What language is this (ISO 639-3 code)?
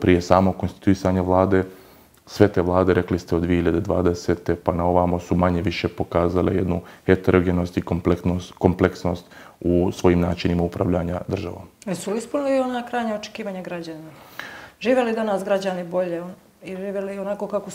bos